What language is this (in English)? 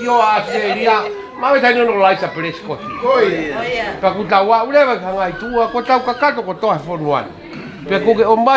Tongan